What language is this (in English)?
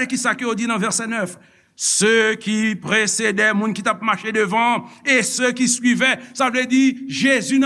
Haitian Creole